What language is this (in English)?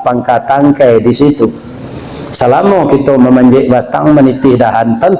Minangkabau